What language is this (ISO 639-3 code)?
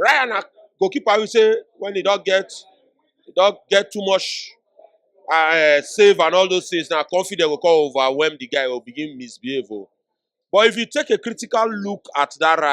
pcm